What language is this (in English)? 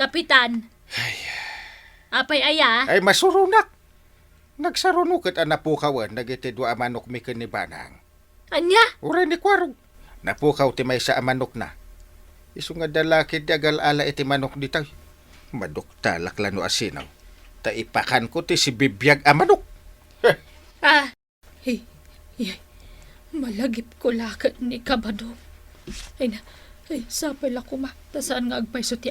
Iloko